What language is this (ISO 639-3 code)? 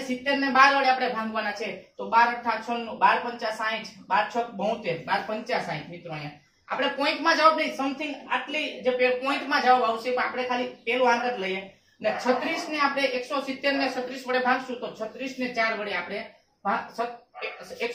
guj